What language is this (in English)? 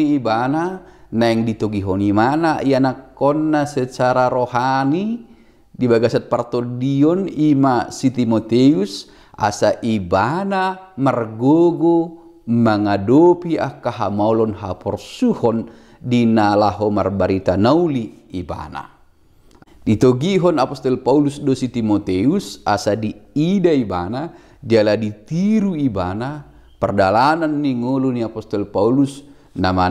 Batak Toba